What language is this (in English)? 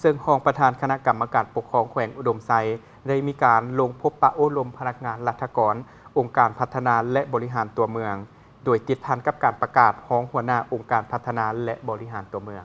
Lao